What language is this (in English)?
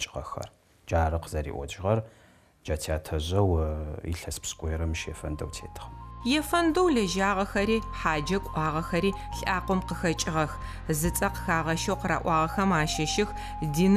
Adyghe